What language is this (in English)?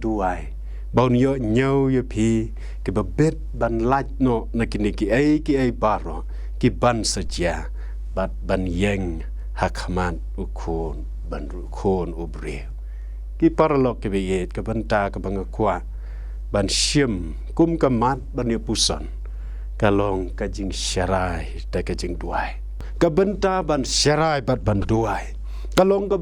Khasi